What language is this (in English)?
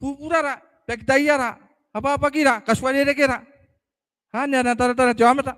Gilbertese